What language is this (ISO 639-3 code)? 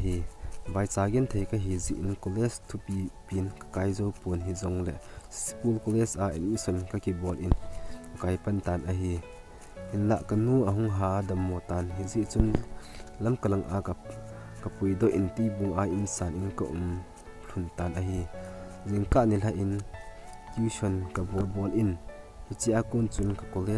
tcz